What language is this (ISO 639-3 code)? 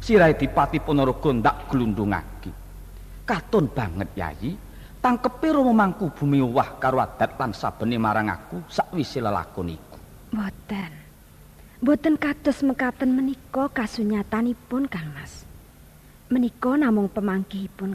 jav